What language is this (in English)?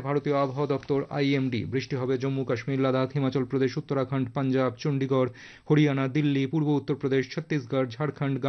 Bangla